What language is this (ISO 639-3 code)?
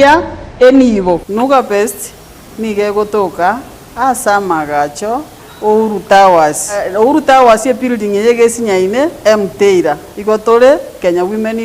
guz